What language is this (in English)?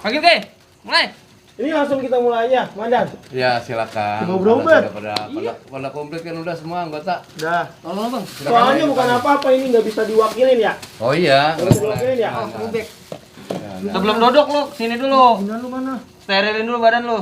Betawi